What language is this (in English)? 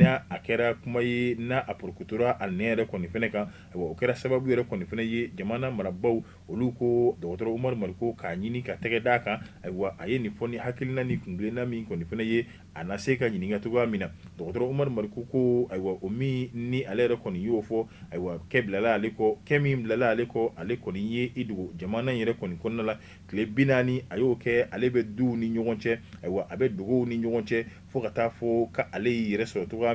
Bambara